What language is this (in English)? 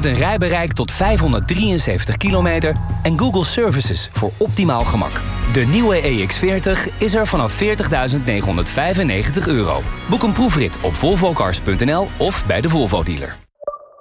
Dutch